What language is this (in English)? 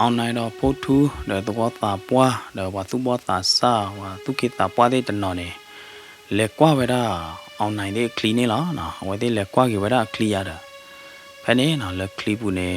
S'gaw Karen